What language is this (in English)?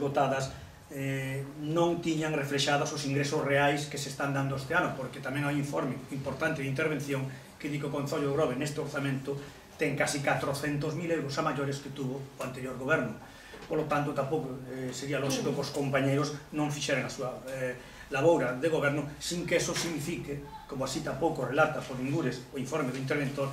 Galician